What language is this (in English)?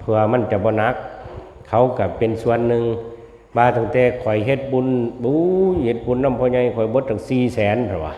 Northeastern Thai